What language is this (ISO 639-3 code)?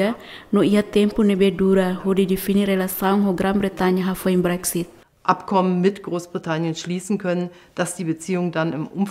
tet